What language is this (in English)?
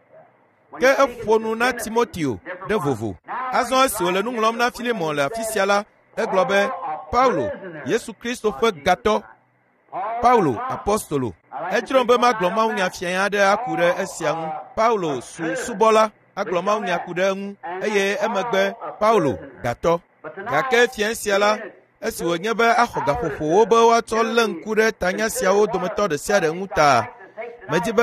Ewe